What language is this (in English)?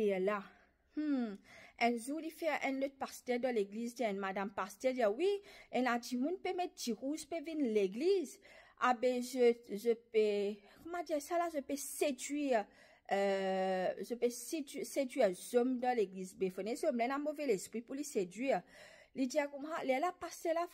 Morisyen